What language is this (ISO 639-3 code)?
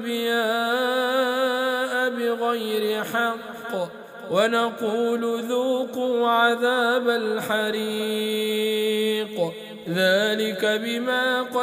ara